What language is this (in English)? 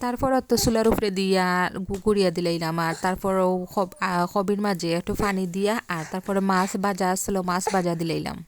Sylheti